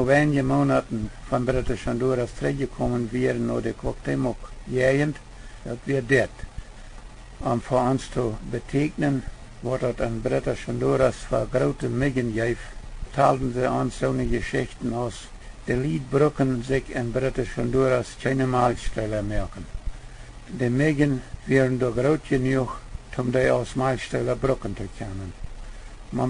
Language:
Plautdietsch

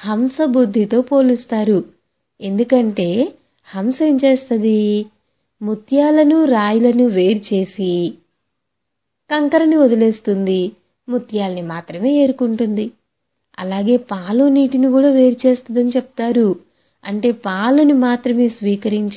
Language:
Telugu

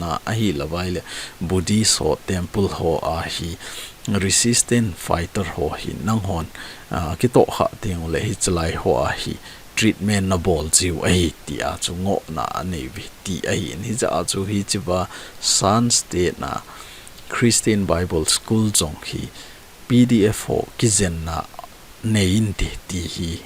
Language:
Thado Chin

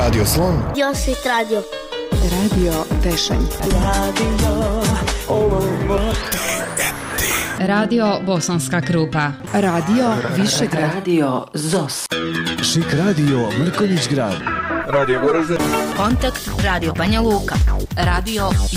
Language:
Bosnian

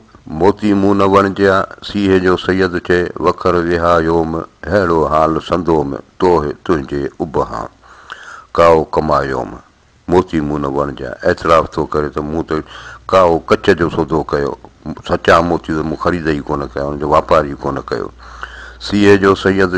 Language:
Sindhi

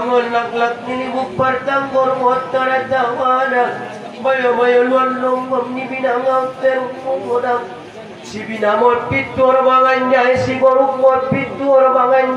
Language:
Batak Angkola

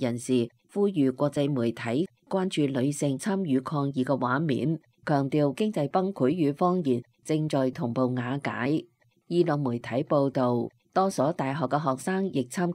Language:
Cantonese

